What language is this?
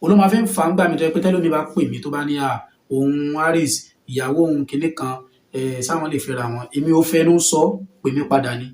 Yoruba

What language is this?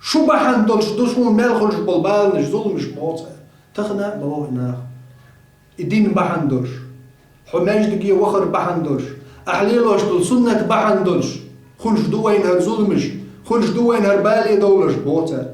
Chechen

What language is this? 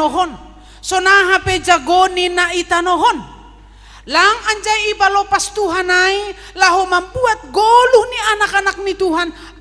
Batak Simalungun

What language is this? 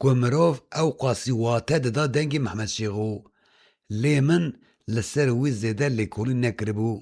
Kurdish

